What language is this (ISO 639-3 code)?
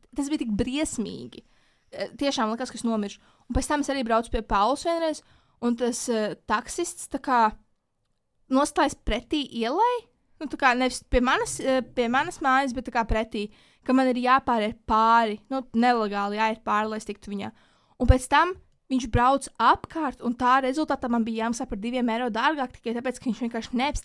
lav